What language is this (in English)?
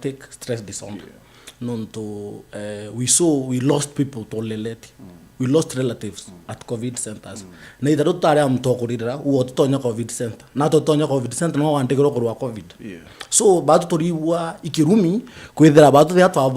Meru